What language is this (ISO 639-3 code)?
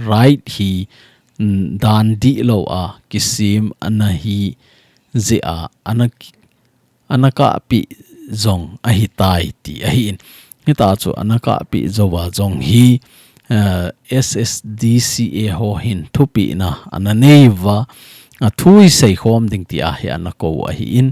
tcz